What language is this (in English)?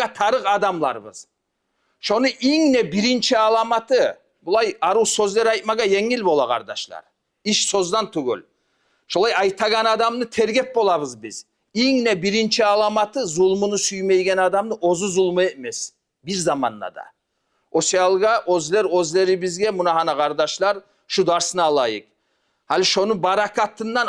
Kumyk